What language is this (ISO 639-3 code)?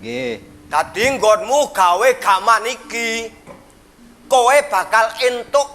jav